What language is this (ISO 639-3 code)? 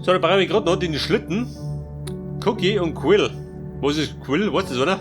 bar